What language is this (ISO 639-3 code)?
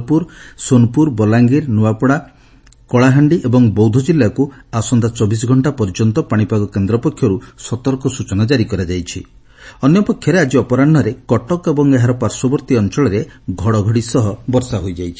ori